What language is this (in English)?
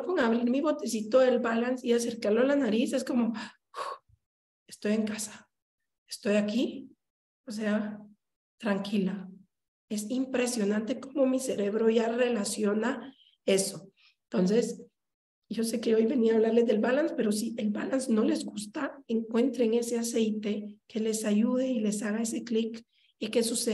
Spanish